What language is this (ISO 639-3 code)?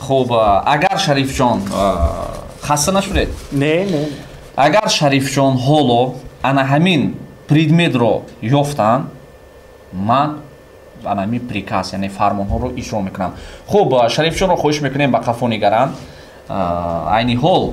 tgk